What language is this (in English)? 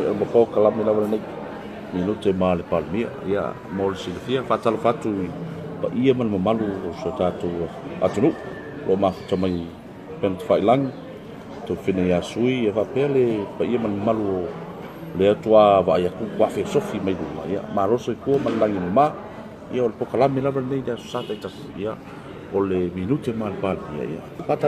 Samoan